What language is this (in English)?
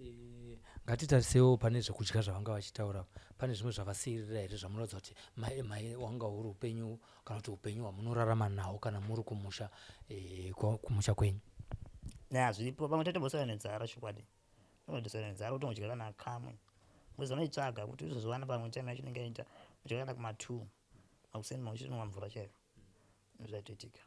Shona